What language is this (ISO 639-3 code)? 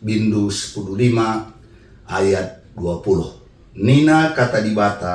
btx